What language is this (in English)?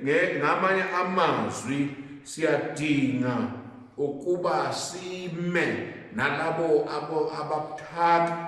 Zulu